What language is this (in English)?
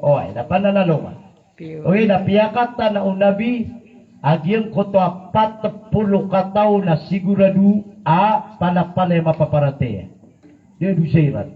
Maranao